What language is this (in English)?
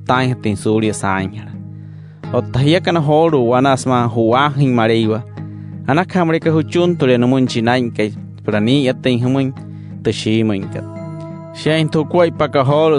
Wayuu